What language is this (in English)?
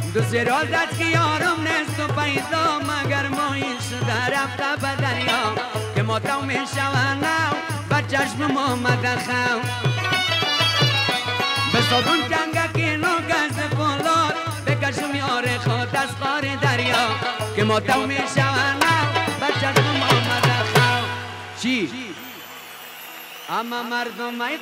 Persian